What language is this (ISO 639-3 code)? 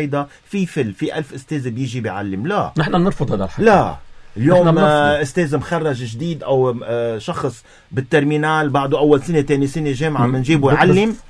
apc